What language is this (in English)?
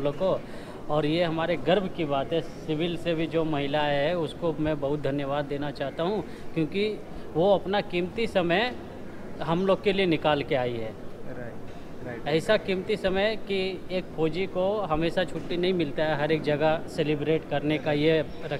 Hindi